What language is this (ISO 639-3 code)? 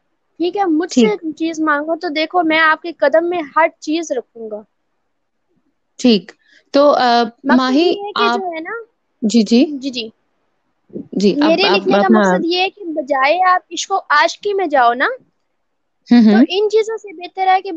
urd